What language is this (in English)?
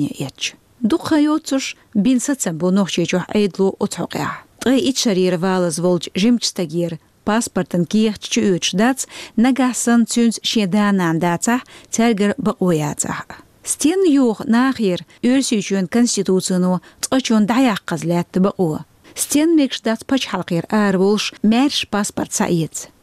Chechen